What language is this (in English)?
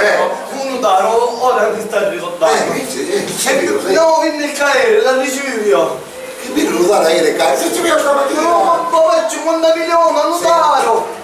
Sicilian